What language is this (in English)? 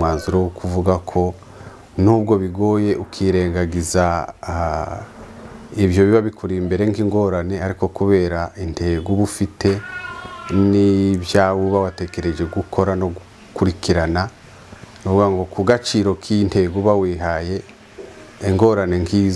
Kinyarwanda